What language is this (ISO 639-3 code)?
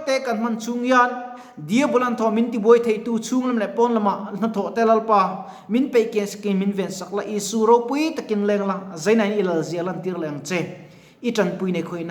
lus